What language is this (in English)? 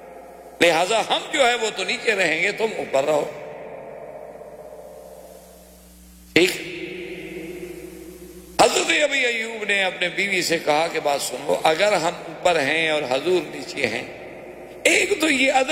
Urdu